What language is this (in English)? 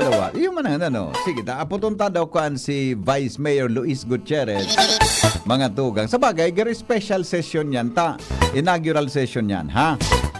Bikol